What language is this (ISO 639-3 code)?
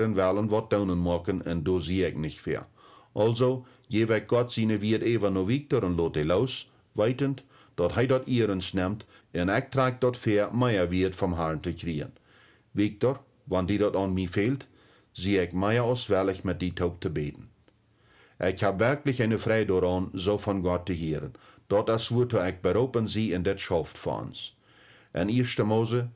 pdt